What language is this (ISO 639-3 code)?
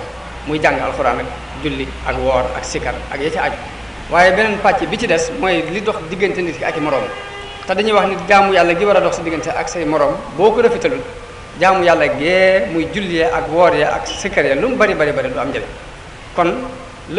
wol